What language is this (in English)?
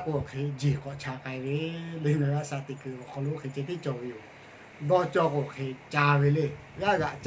Lahu